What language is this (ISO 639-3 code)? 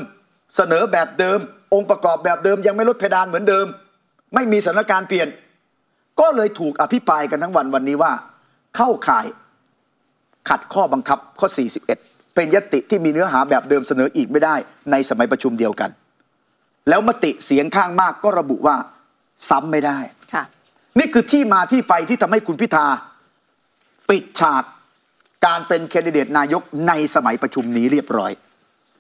tha